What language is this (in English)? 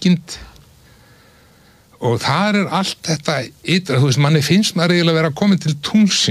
Icelandic